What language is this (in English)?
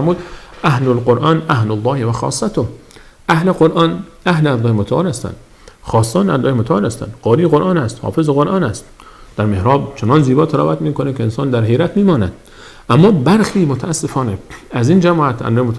Persian